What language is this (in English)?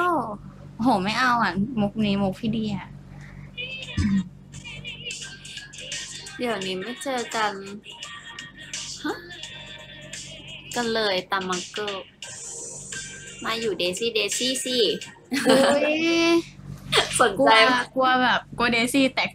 Thai